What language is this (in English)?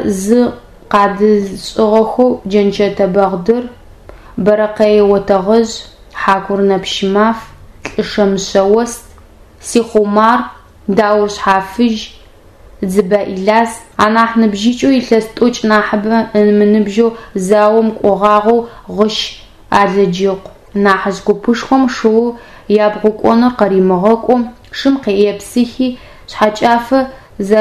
Adyghe